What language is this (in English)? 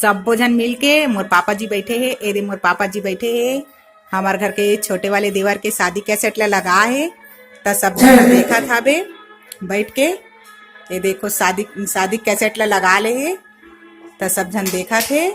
Chhattisgarhi